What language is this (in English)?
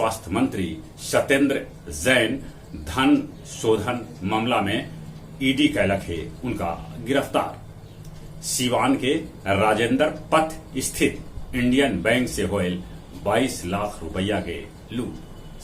Magahi